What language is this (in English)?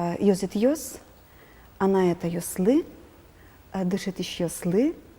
Udmurt